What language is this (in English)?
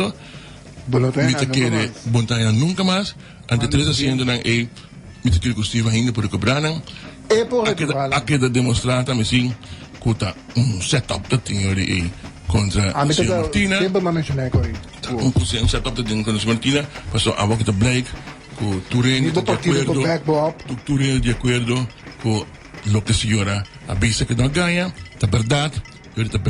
Papiamento